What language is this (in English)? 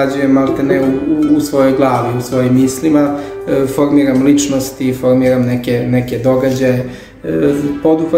Serbian